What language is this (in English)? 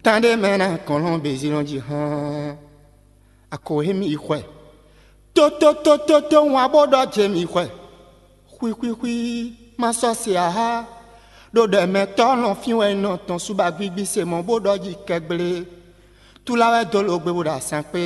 Fon